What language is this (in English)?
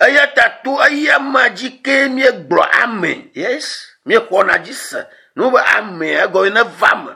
Ewe